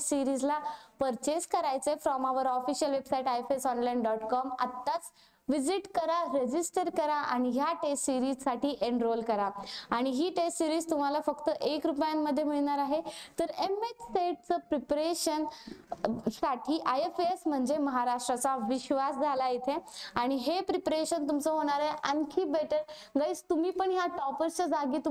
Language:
Hindi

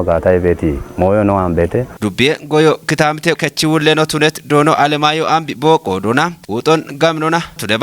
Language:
Kafa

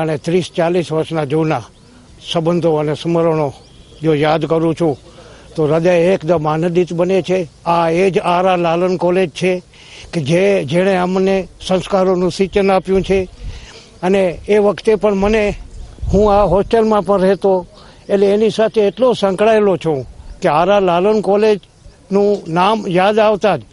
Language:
Gujarati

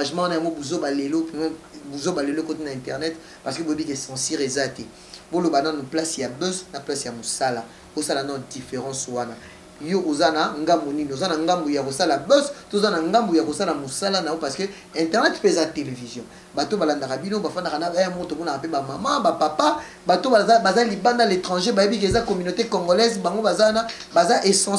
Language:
Lingala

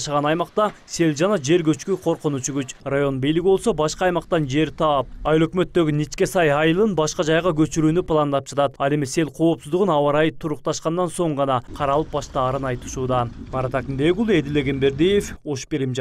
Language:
Kyrgyz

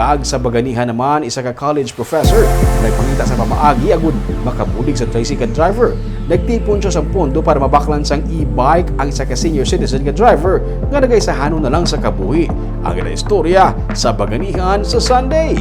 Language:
Hiligaynon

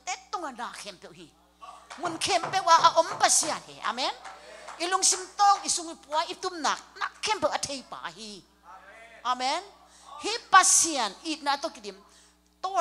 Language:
Tedim Chin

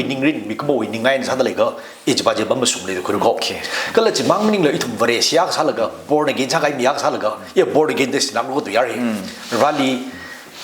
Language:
Tangkhul Naga (India)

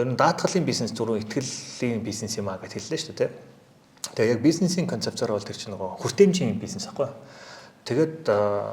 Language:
Mongolian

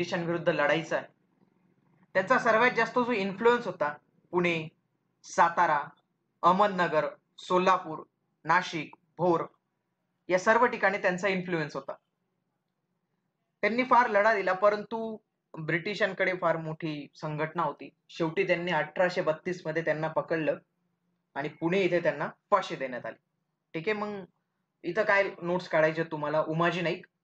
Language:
Marathi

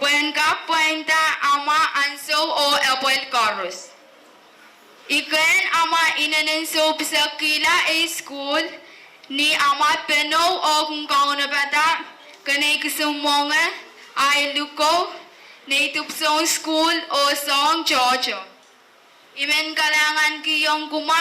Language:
Pohnpeian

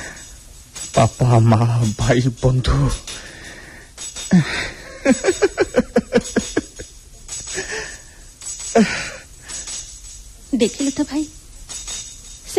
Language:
Odia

